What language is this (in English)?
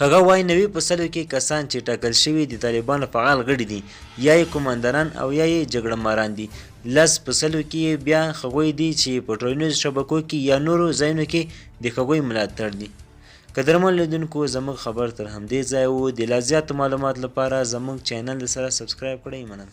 Pashto